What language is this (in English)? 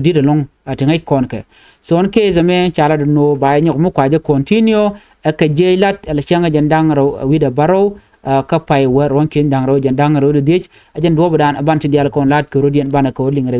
Nuer